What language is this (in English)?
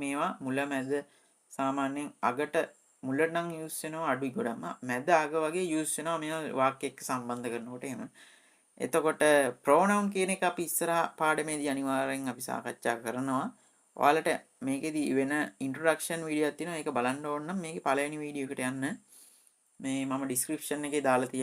Sinhala